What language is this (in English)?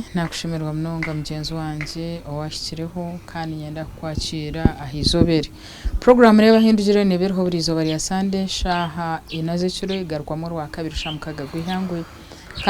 Nyankole